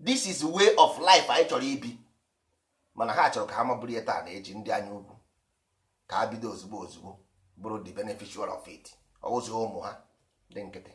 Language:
Igbo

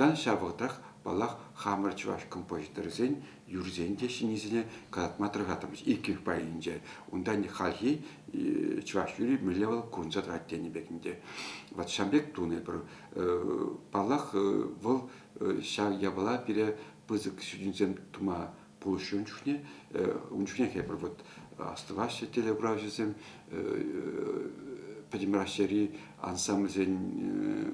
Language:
Chuvash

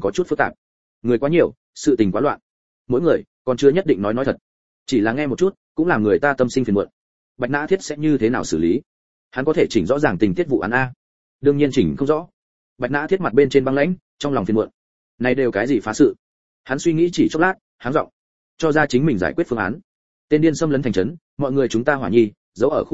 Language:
Vietnamese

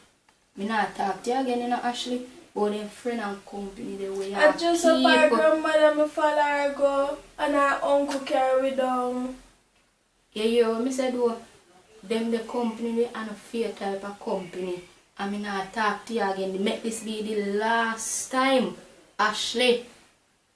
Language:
Jamaican Creole English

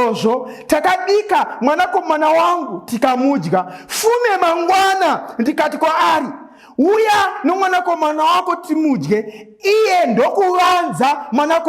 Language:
Shona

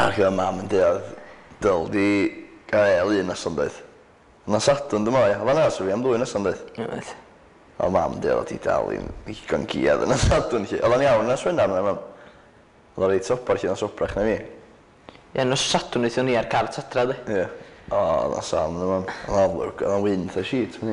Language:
Welsh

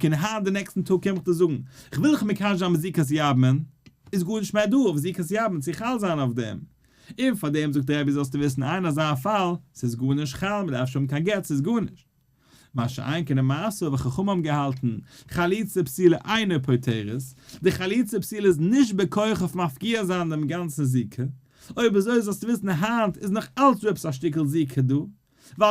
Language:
Yiddish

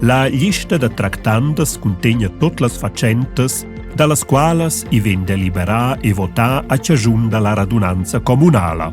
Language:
Romansh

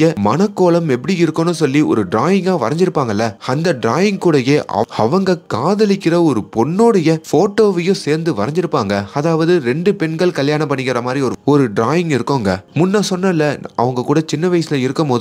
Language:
Tamil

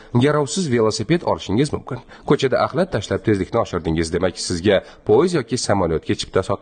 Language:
Uzbek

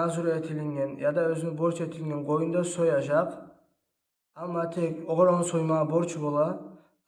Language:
Kumyk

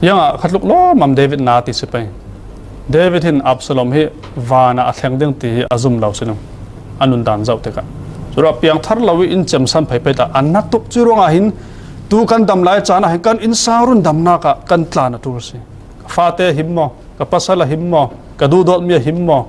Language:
Falam Chin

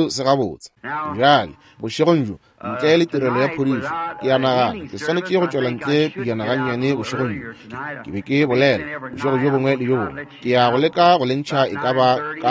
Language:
Northern Sotho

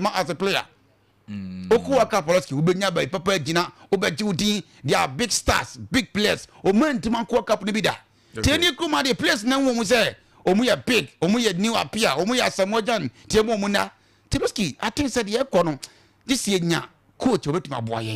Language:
Akan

